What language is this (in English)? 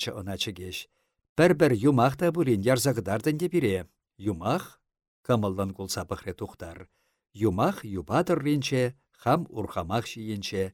Chuvash